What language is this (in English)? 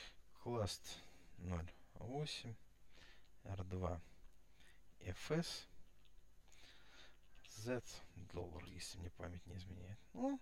Russian